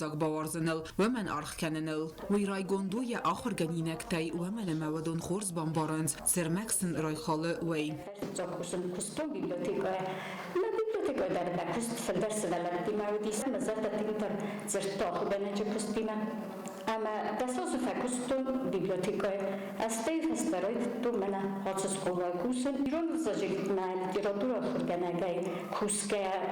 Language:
Ossetic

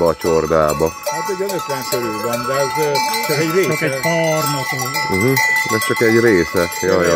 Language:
Hungarian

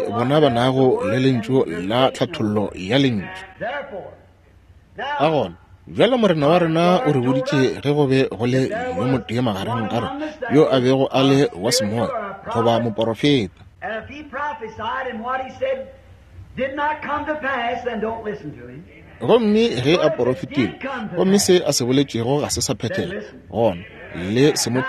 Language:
Northern Sotho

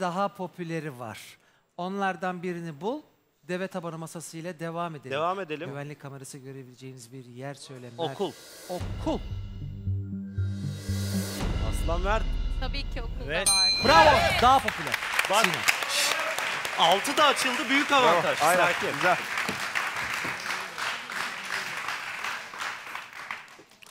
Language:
Turkish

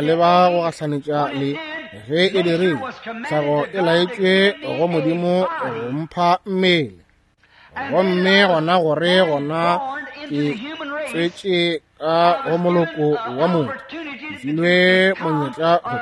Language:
Northern Sotho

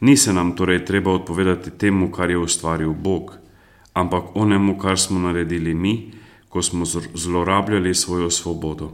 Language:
Slovenian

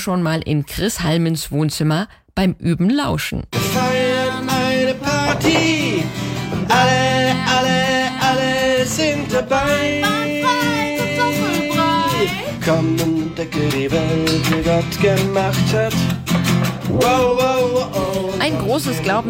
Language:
German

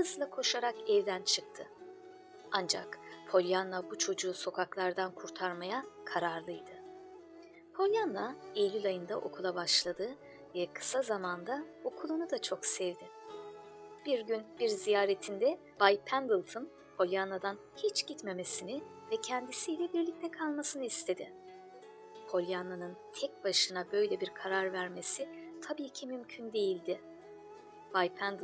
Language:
Turkish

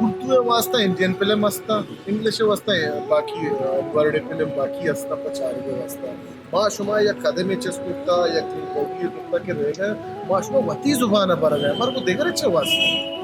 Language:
Baluchi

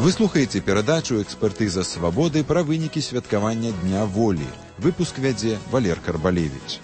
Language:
Belarusian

